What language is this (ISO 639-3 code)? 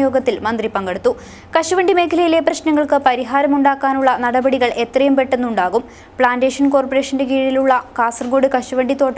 mal